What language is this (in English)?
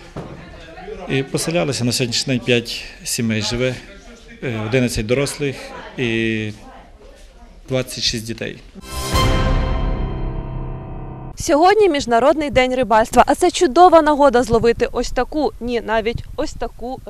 Ukrainian